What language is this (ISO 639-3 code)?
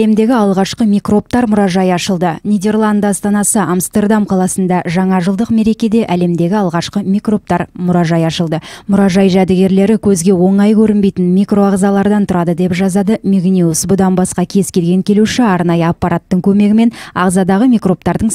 kaz